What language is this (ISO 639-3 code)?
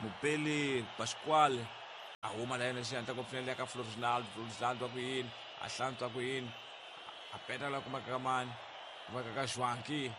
tso